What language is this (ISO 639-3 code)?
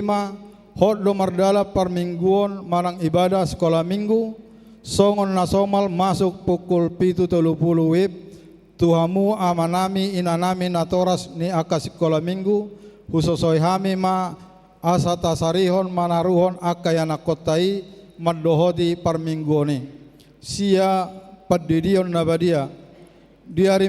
bbc